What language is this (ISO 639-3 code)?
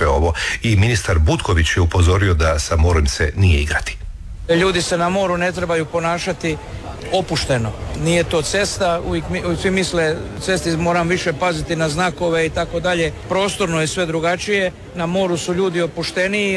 hrv